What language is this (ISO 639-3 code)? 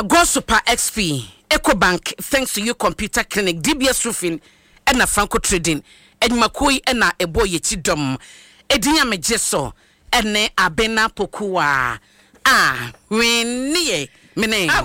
aka